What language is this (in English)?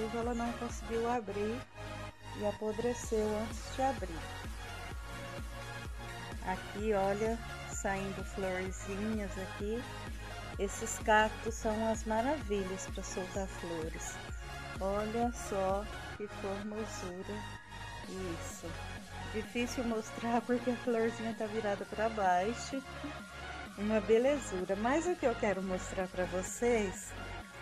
Portuguese